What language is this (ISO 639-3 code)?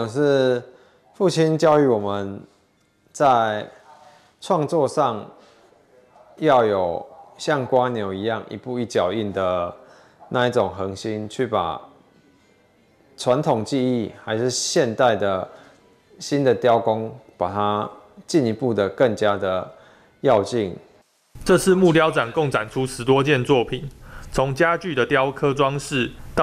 zho